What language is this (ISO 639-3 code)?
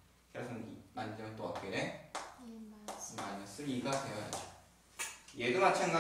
kor